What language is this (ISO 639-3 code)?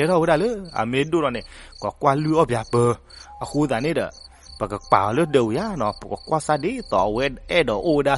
ksw